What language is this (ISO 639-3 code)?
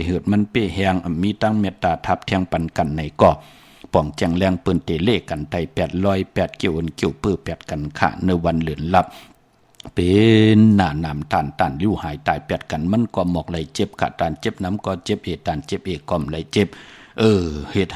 shn